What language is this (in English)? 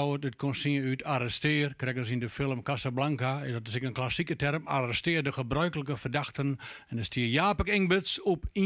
Western Frisian